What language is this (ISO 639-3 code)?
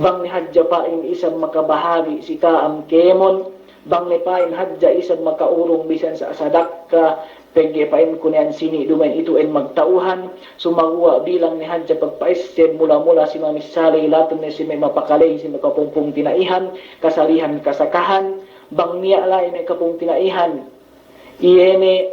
yka